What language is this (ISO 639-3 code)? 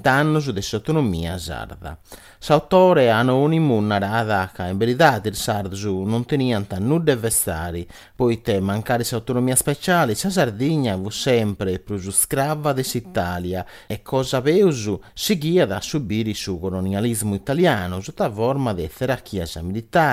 srd